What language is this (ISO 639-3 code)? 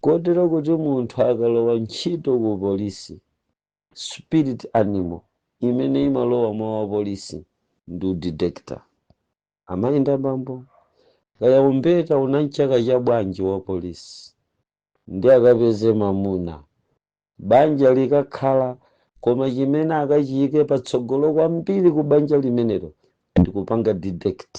nya